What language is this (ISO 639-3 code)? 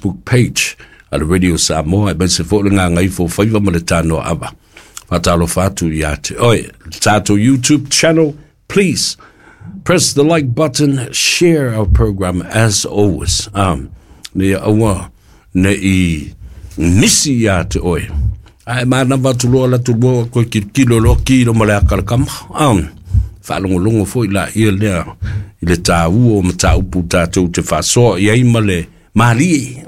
smo